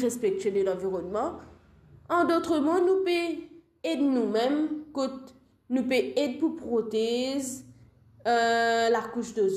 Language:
Morisyen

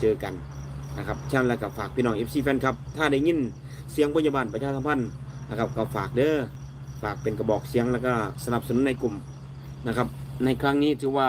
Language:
Northeastern Thai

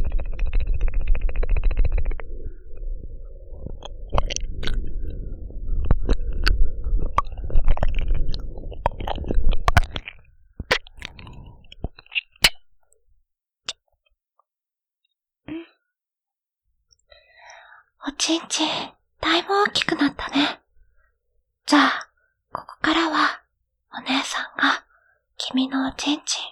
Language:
Japanese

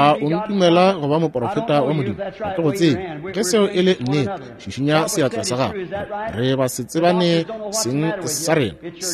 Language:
Northern Sotho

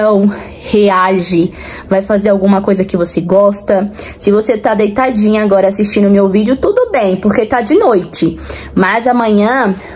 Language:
Portuguese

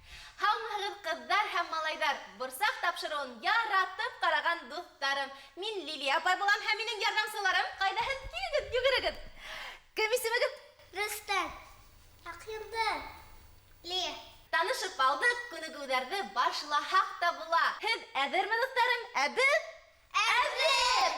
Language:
Bashkir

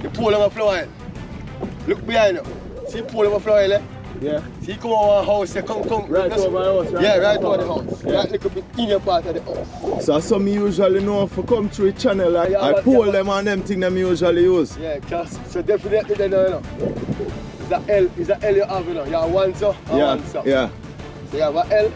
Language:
Jamaican Creole English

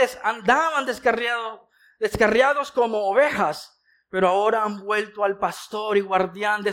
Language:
Spanish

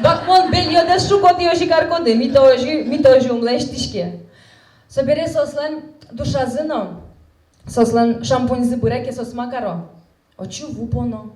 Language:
Udmurt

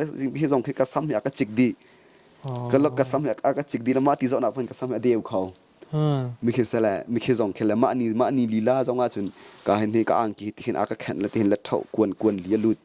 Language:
Hakha Chin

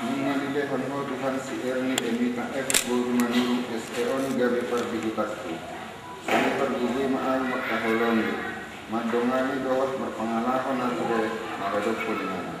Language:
Batak Toba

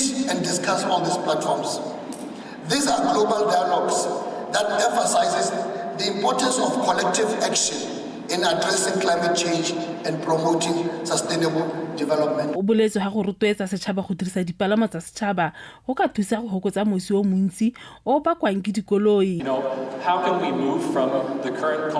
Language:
Tswana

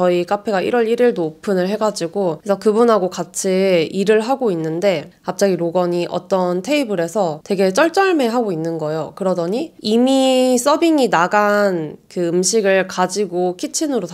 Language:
Korean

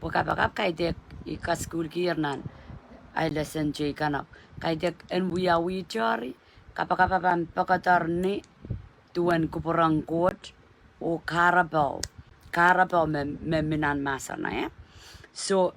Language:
Pohnpeian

